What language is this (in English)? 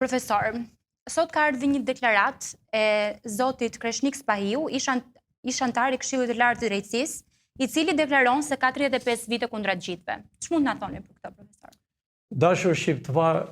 Albanian